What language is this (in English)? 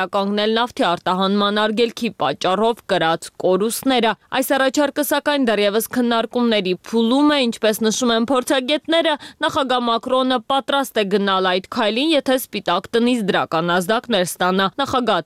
Armenian